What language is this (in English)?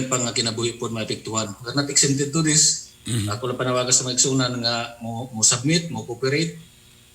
Cebuano